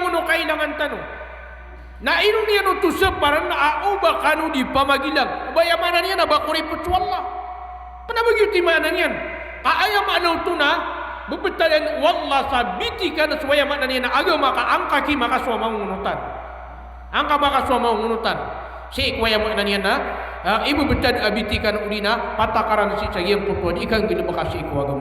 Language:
Maranao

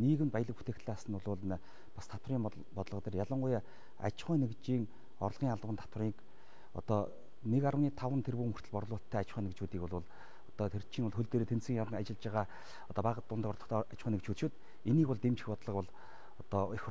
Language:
Mongolian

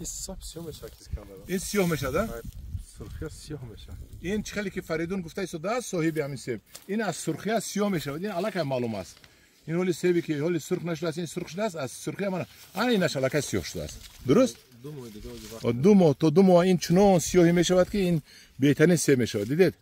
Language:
Tajik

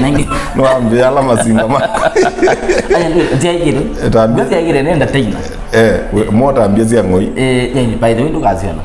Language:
Kamba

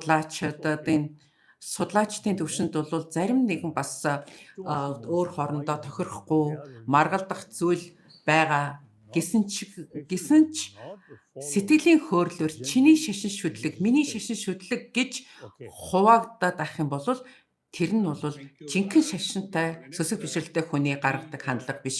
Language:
Mongolian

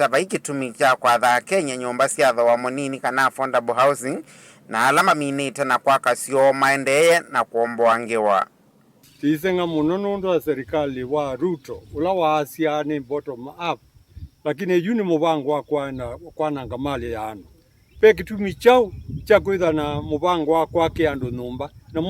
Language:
Kamba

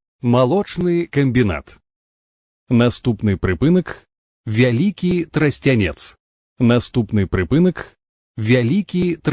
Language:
Belarusian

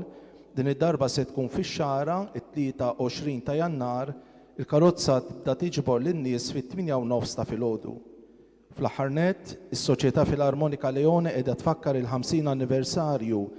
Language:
Maltese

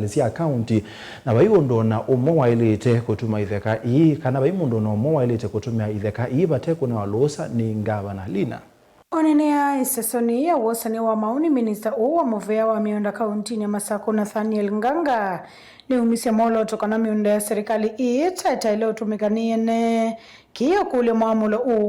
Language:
Kamba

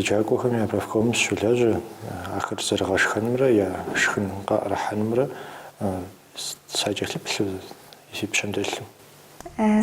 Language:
Kabardian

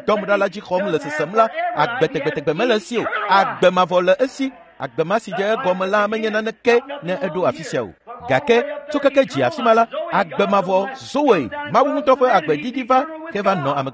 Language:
Ewe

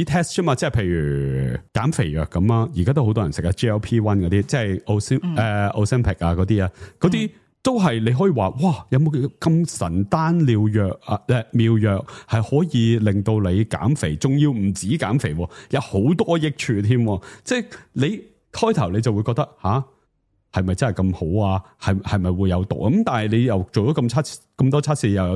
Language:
Cantonese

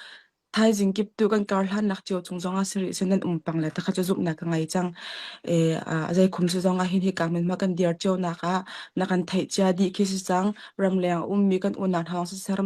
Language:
Hakha Chin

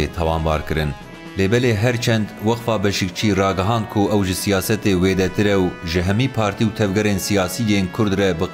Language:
Kurdish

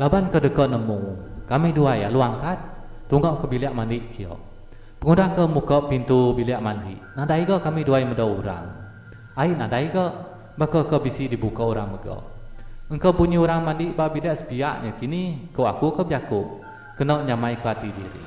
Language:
Iban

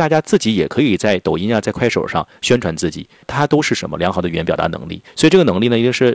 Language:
Chinese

